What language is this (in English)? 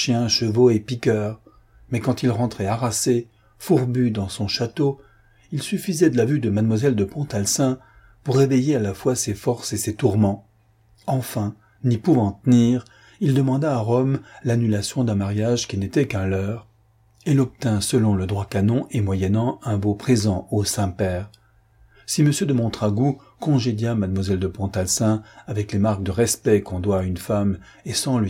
French